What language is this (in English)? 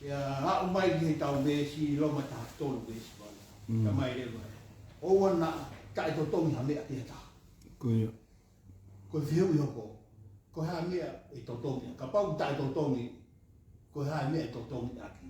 Tongan